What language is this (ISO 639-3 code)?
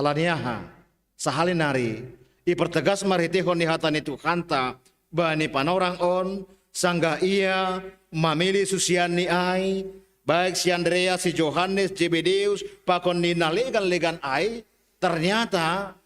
bts